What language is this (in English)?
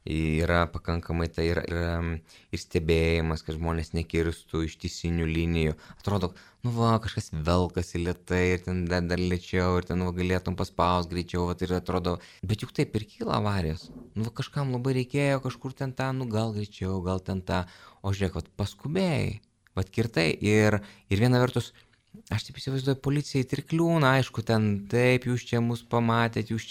Lithuanian